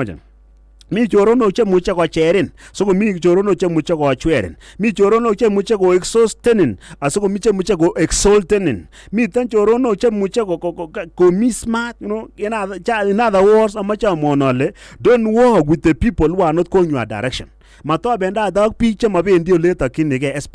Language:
Kalenjin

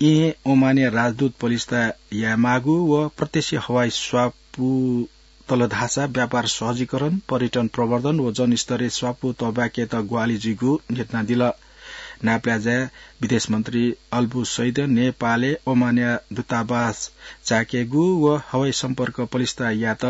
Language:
Newari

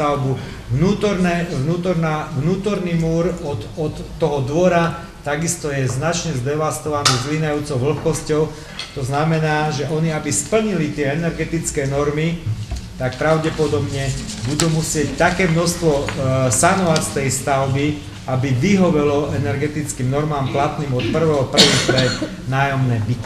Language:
Slovak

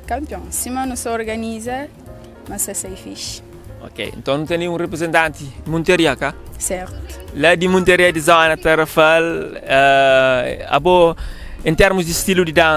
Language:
Kabuverdianu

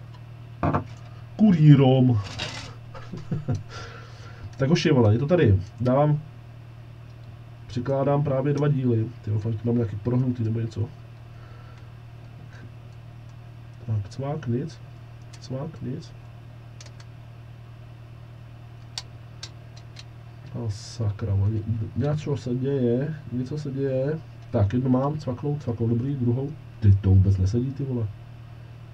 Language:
Czech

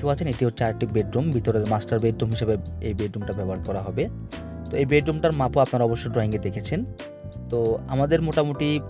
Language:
Bangla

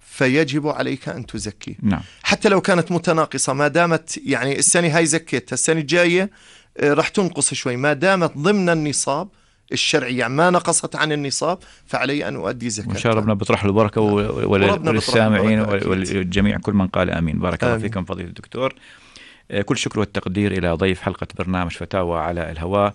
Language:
North Levantine Arabic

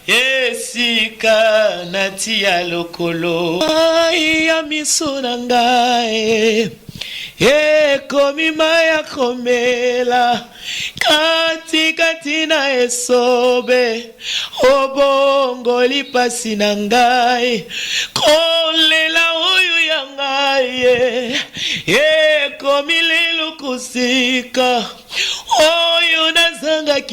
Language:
Lingala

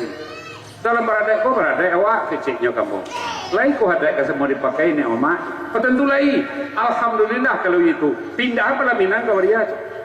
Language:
Minangkabau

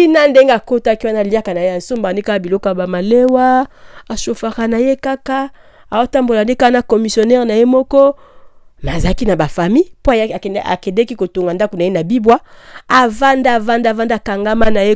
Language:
Lingala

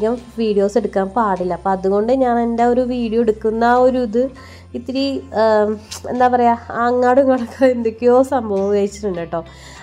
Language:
Malayalam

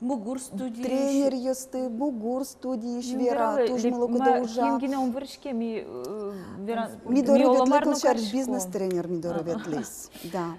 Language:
Udmurt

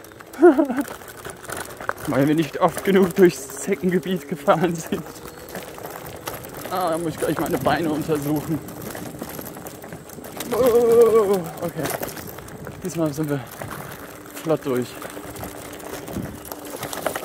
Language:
German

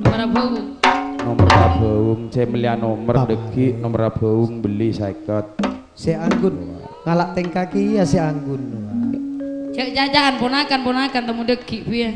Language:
Madurese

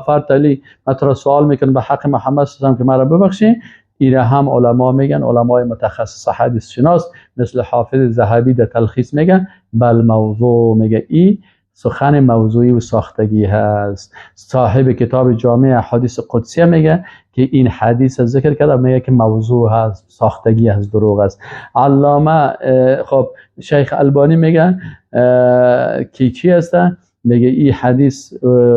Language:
Persian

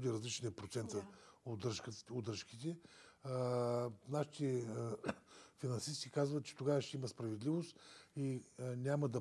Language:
Bulgarian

